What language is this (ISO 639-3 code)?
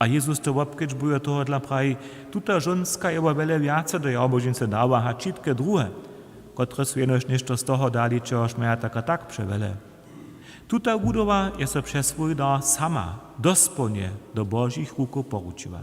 hsb